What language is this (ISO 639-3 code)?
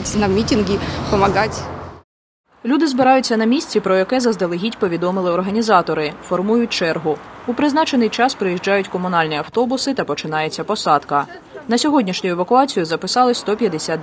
ukr